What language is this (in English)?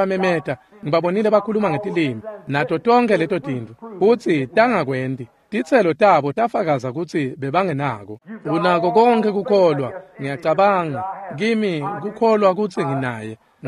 Swati